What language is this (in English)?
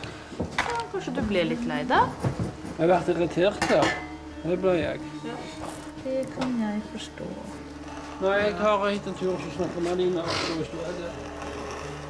Norwegian